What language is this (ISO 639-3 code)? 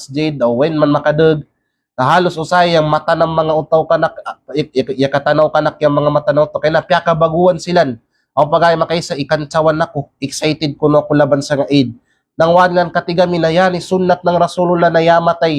kqe